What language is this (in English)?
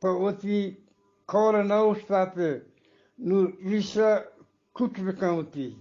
Eastern Balochi